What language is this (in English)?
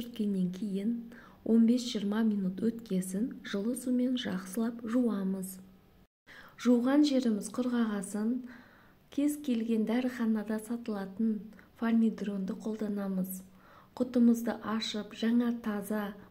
Kazakh